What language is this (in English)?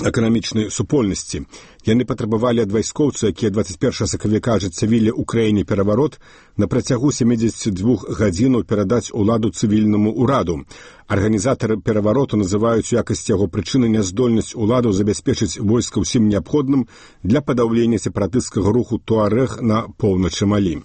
Belarusian